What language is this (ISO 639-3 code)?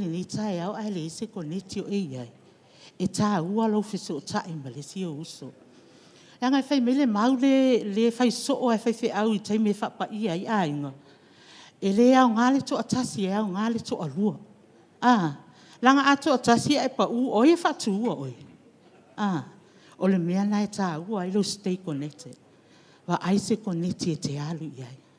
smo